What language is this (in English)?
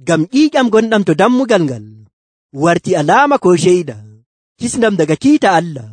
Nigerian Fulfulde